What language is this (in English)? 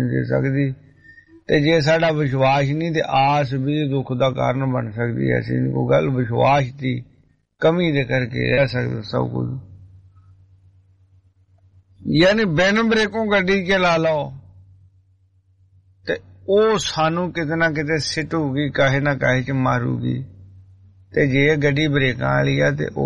Punjabi